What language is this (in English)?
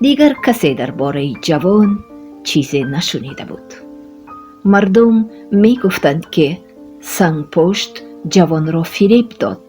Tajik